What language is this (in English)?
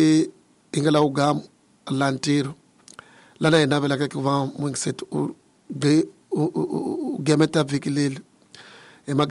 Tsonga